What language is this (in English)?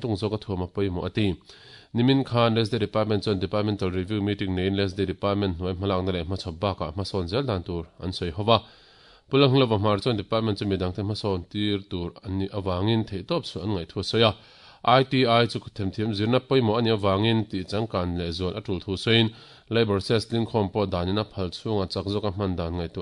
Mizo